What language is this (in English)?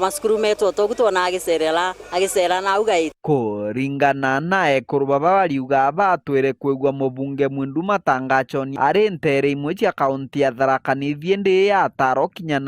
Meru